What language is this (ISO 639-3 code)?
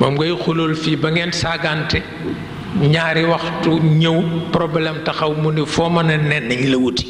wol